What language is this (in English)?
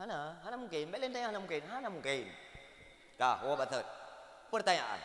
Achinese